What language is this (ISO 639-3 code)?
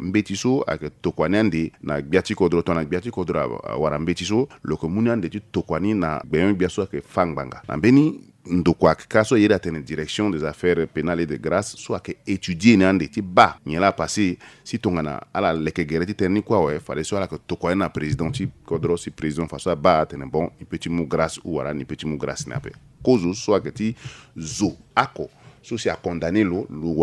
sag